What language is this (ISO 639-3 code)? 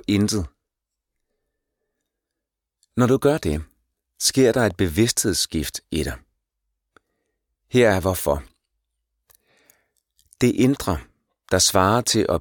dan